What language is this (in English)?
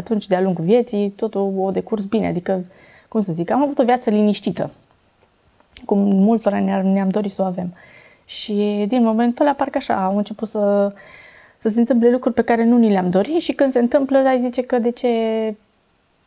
Romanian